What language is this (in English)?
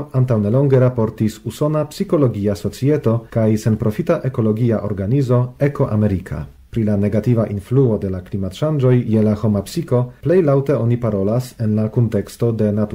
Esperanto